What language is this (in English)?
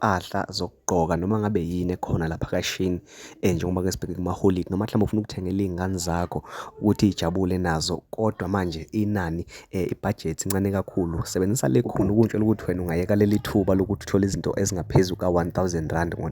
Zulu